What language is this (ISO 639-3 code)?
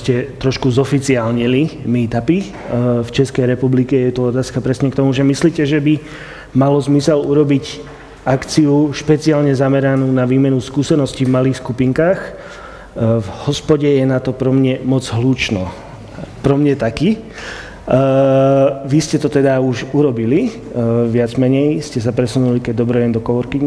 slk